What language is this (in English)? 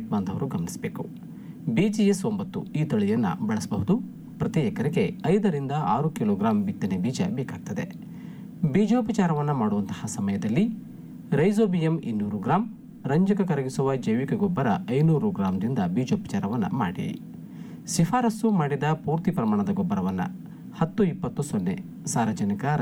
Kannada